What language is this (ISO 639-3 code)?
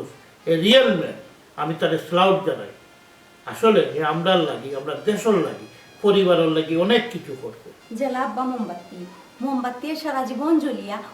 syl